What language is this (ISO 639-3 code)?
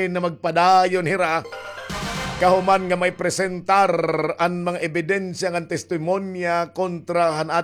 war